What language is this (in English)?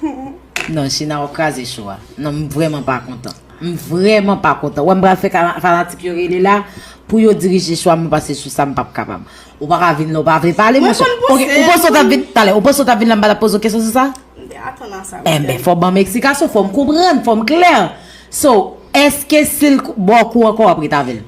Haitian Creole